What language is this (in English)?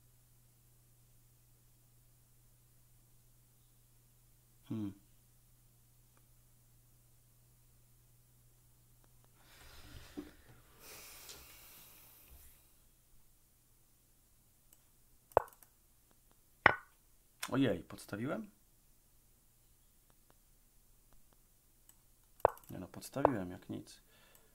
Polish